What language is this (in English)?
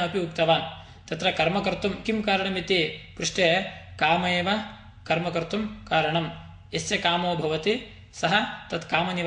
Sanskrit